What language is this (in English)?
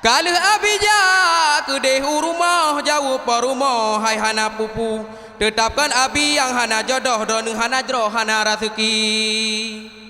Achinese